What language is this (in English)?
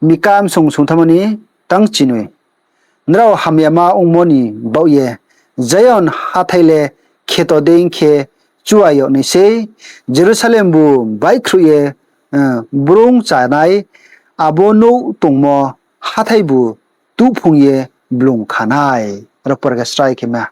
Riang (India)